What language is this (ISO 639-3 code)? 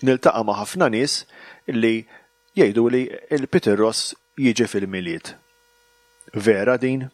mlt